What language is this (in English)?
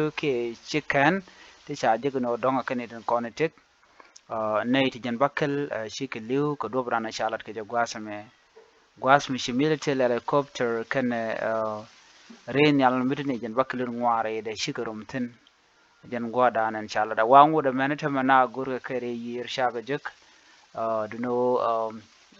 Nuer